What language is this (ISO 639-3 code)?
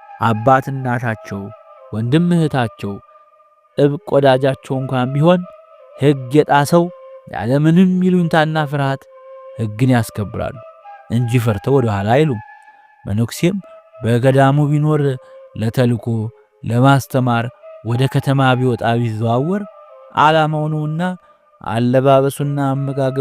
amh